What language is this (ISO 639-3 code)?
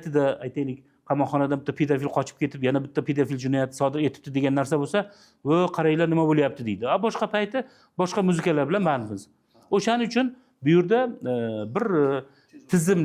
uzb